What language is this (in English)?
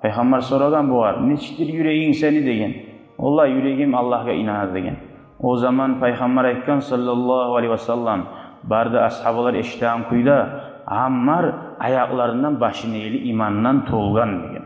Kumyk